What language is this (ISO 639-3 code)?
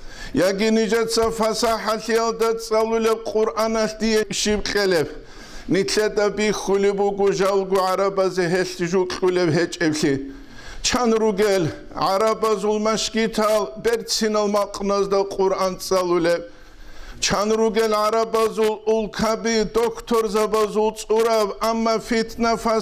ava